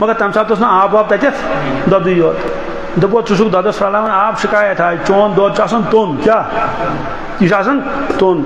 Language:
Kashmiri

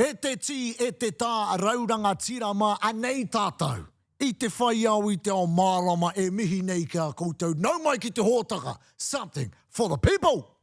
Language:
Māori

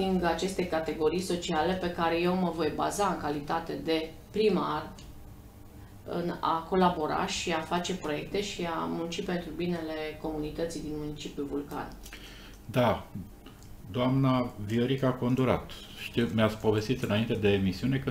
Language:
Romanian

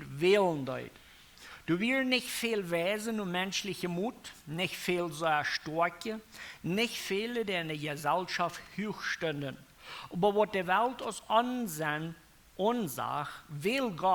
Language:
Plautdietsch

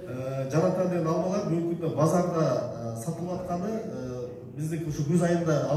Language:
Kyrgyz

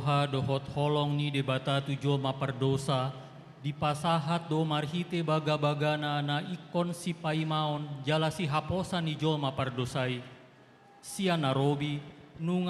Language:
Batak Toba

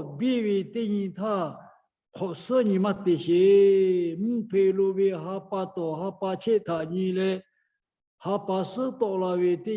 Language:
Lahu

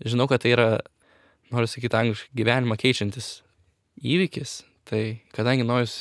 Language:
Lithuanian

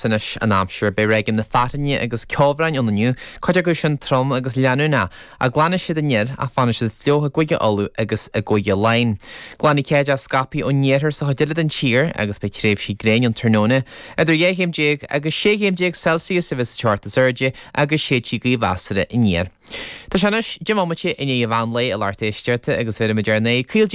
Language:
Irish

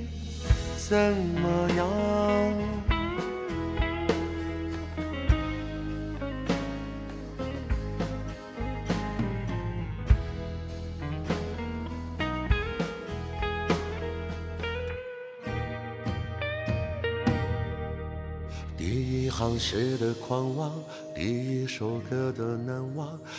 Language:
Chinese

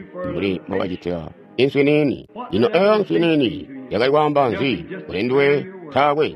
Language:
Tonga (Zambia)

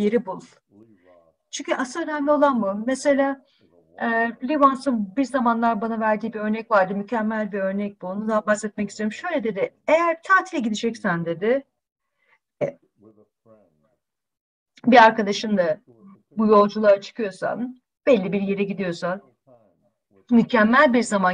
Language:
Turkish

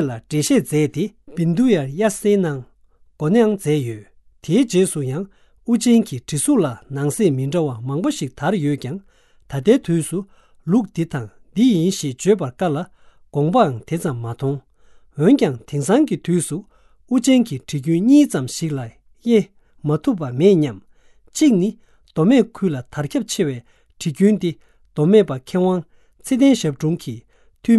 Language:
Tibetan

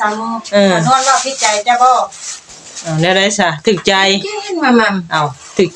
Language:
Northeastern Thai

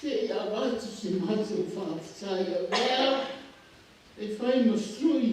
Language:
Samoan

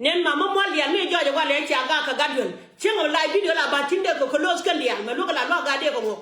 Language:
Nuer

